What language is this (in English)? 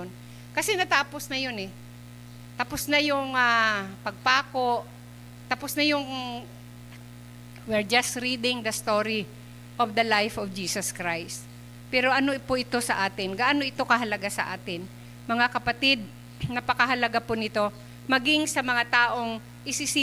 Filipino